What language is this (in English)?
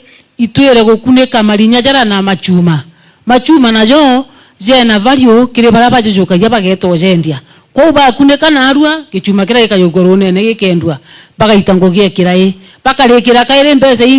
Meru